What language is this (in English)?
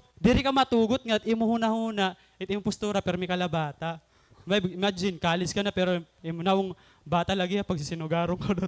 Waray